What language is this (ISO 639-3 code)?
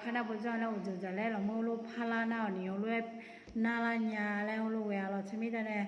ahk